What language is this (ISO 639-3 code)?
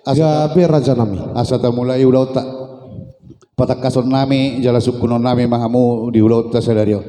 bbc